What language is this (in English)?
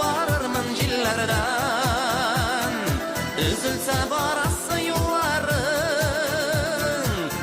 Bashkir